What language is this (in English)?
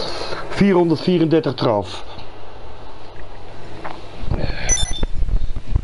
Dutch